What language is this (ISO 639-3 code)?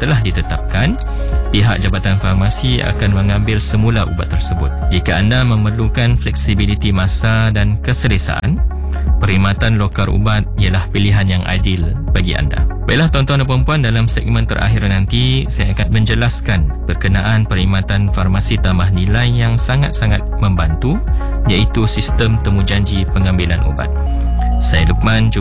msa